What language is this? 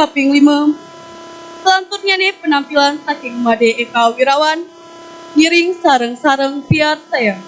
Balinese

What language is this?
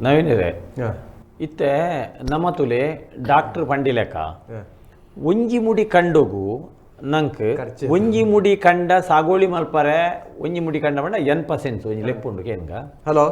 Tulu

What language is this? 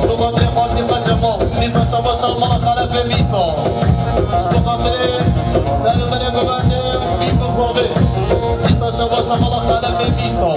Kurdish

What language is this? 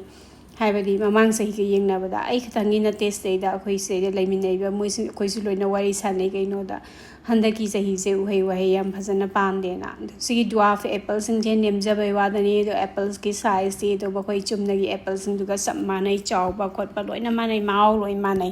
Manipuri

